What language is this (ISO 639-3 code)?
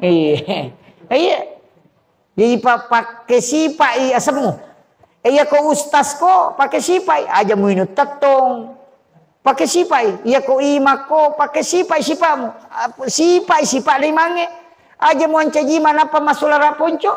bug